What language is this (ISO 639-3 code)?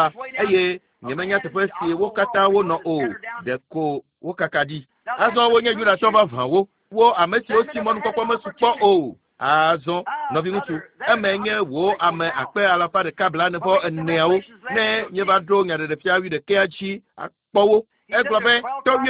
ewe